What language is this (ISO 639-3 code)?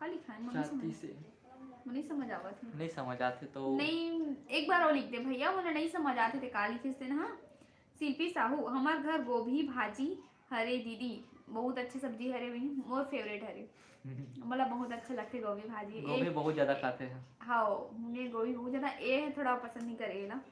hne